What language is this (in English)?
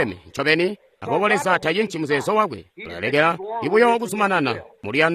Tonga (Zambia)